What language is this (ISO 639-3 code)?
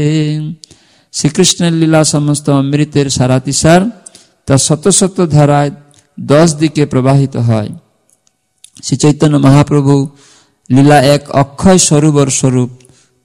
ben